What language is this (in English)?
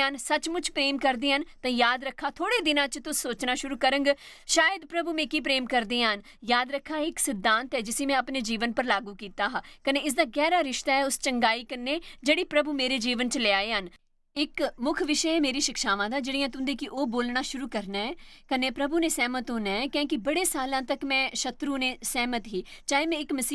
Dogri